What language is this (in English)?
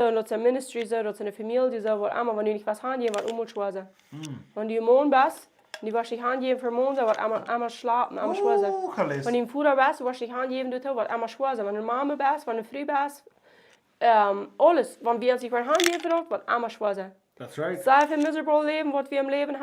Plautdietsch